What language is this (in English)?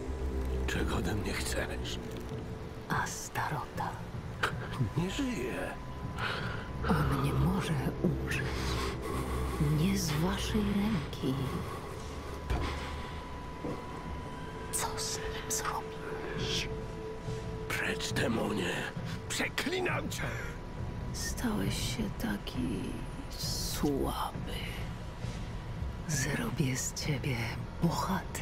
Polish